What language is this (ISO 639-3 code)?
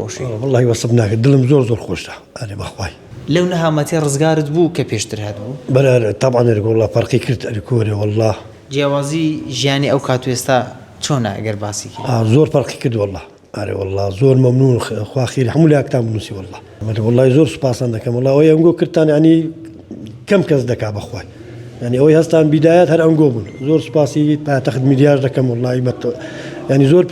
ckb